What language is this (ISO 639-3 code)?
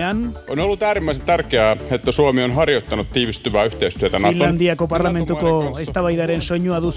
eus